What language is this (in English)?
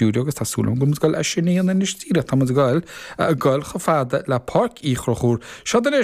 Irish